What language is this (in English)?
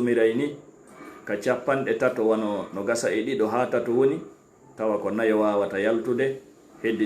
Fula